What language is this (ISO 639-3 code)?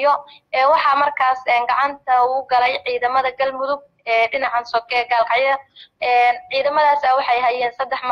som